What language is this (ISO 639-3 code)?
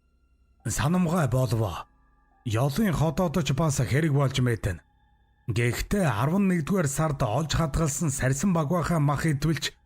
mon